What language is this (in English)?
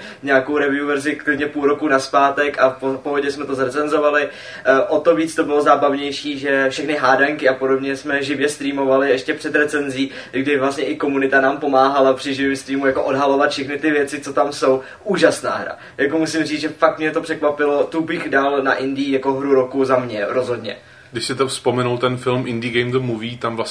Czech